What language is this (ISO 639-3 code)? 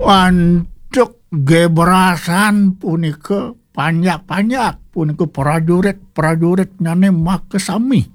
ban